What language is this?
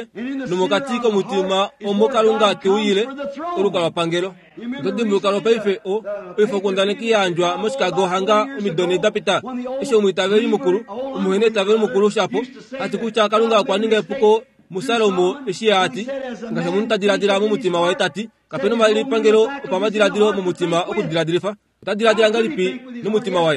Kuanyama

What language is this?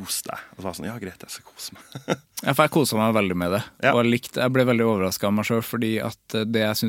Norwegian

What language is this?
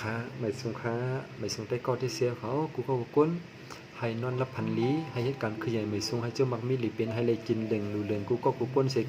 Shan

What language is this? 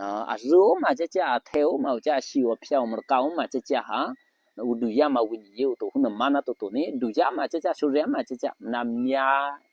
Eastern Kayah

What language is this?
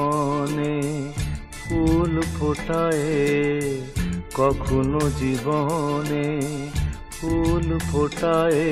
Bangla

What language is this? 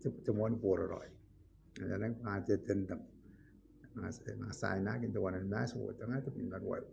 Gilbertese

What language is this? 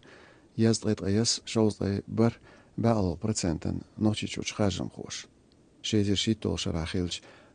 Chechen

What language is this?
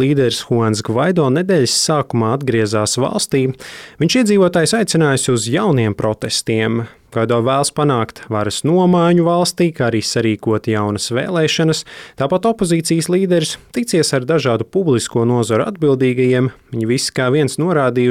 Latvian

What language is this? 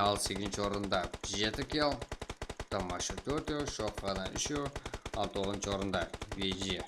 Kara-Kalpak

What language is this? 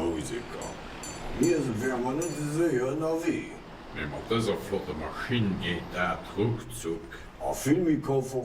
Luxembourgish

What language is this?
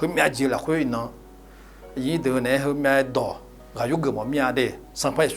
Akha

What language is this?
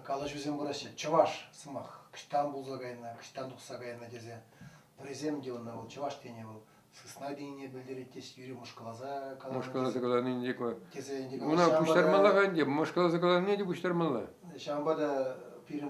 Chuvash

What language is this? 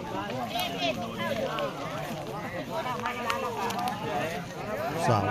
Northeastern Thai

